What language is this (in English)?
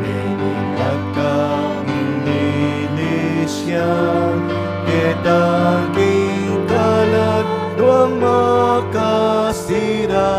Pampanga